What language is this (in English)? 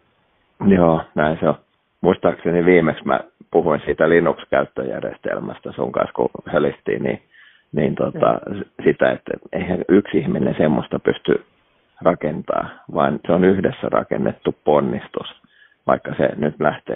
Finnish